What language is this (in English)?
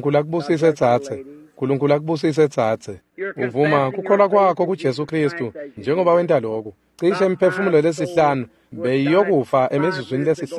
Swati